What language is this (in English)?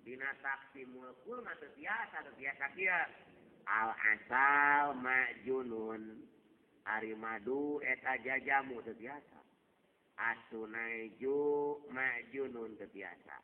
Sundanese